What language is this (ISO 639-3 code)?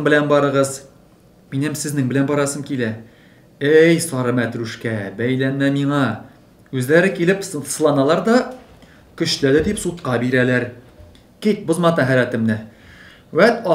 tat